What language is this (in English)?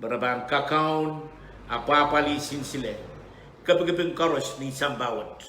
Pohnpeian